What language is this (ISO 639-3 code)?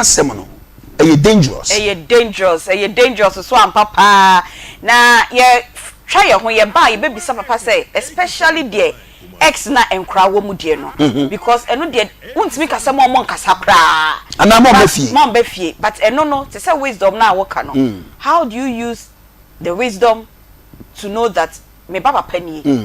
aka